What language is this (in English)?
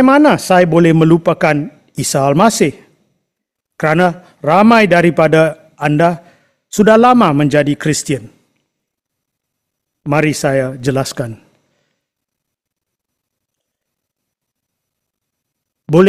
Malay